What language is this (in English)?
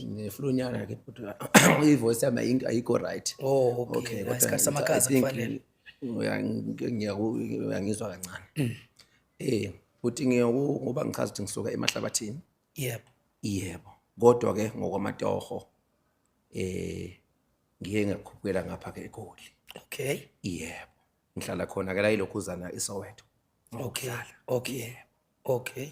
Zulu